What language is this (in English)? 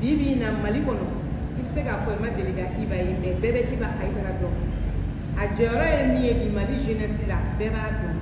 Bambara